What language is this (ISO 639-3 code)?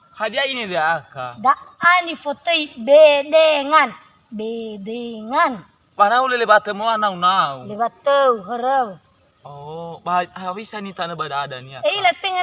nia